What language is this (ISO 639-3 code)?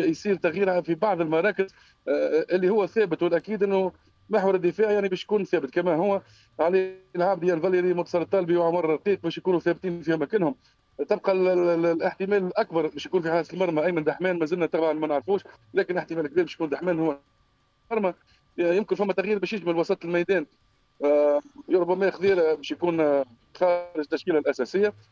aeb